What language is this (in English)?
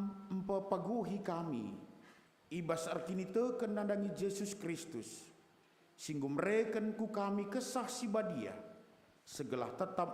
Batak Karo